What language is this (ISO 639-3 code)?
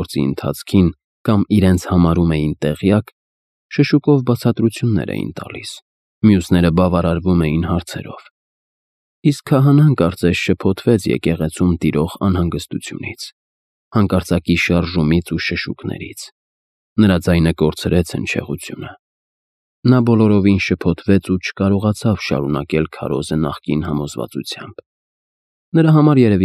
hye